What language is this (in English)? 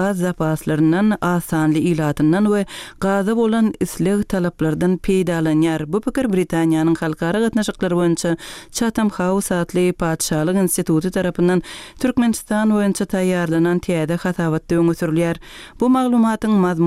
Turkmen